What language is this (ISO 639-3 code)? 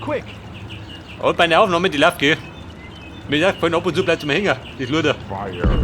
bar